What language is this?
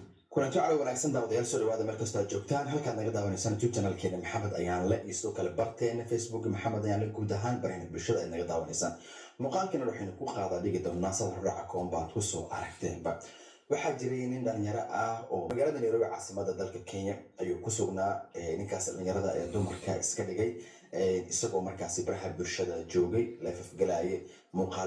Somali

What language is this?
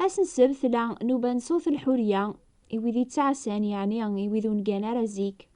Kabyle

